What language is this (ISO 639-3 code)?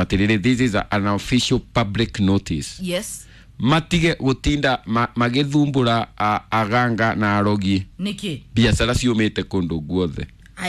kik